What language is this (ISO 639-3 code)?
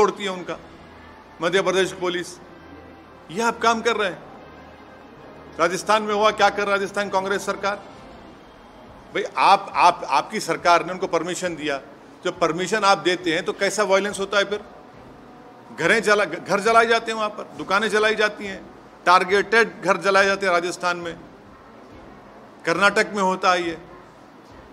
hin